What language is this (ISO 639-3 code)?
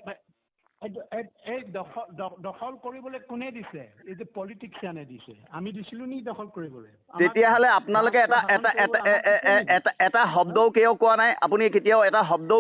asm